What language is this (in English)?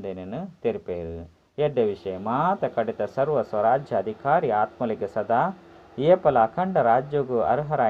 Tulu